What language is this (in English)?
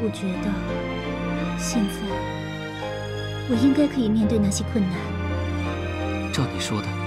Chinese